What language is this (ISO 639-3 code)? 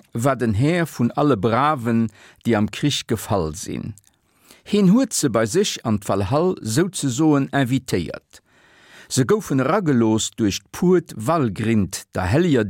ltz